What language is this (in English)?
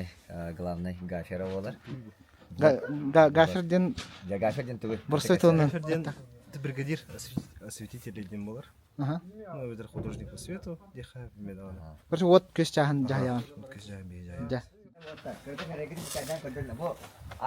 Yakut